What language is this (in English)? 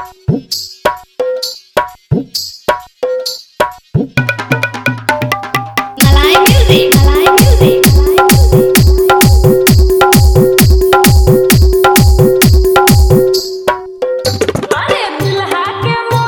Bhojpuri